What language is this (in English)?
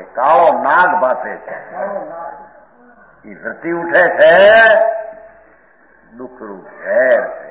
Gujarati